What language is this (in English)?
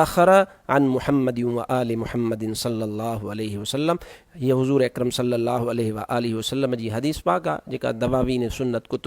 Sindhi